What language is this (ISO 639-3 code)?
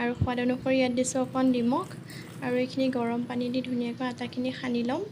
asm